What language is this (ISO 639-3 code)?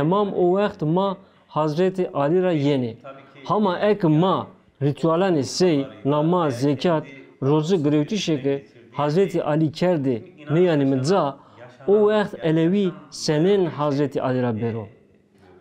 zza